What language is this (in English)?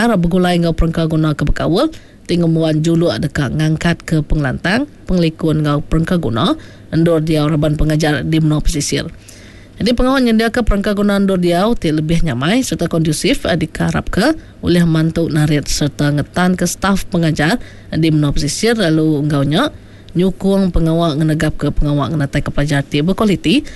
Iban